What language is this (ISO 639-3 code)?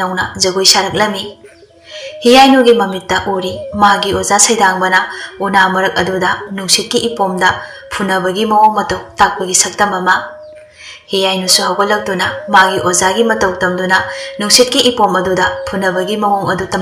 mni